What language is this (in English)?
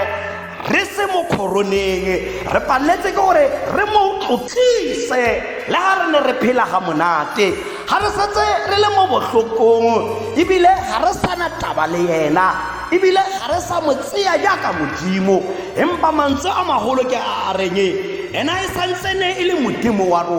Tswana